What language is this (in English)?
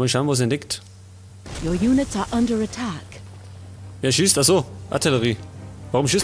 Bavarian